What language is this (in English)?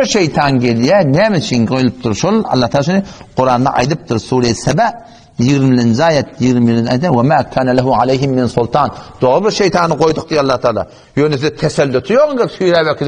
Turkmen